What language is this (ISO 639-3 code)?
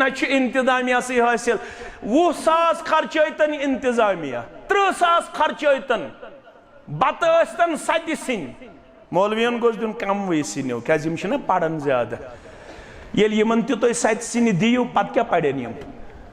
kas